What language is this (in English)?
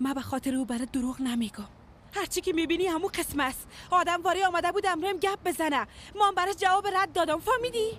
Persian